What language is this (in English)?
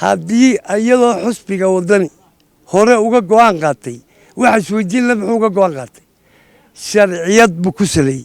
Somali